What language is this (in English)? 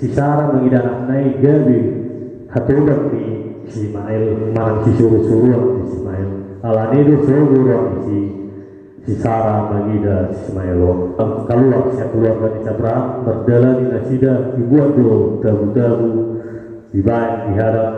Batak Toba